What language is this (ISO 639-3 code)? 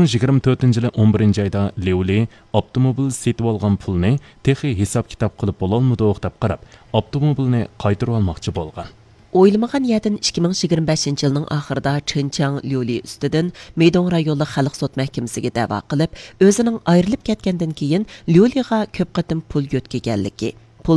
uig